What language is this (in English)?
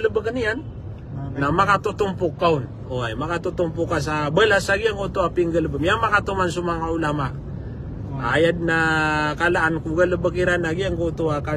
Maranao